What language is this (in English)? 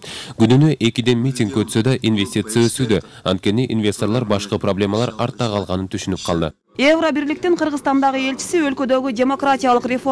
Kyrgyz